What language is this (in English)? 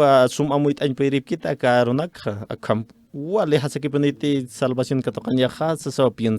Aymara